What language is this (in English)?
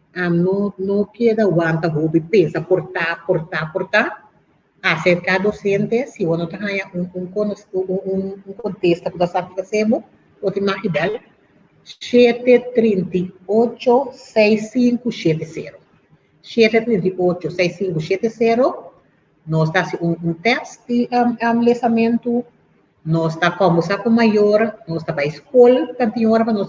Papiamento